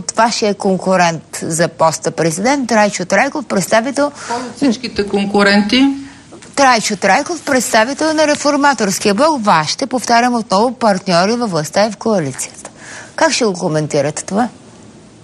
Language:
Bulgarian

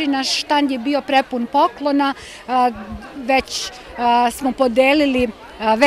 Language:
Serbian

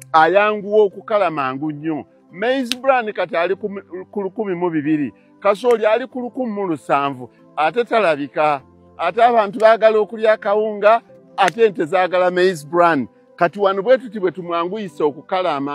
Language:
Ganda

